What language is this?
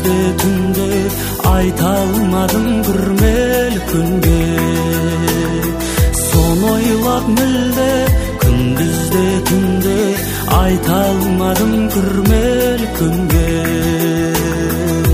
Kazakh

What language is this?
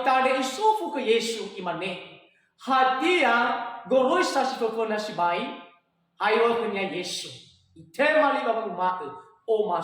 Nias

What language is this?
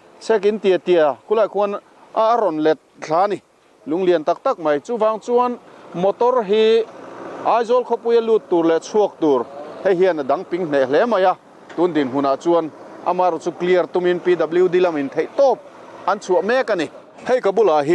Mizo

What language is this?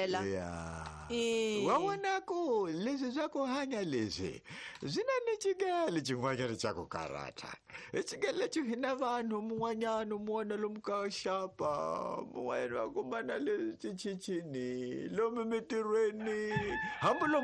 Tsonga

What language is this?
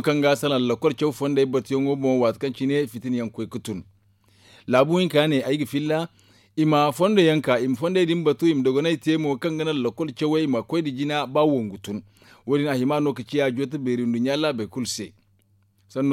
Zarma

